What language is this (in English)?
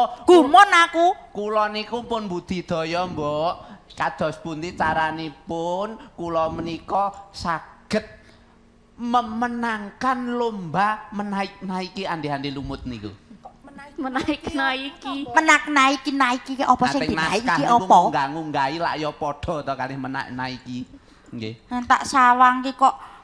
Javanese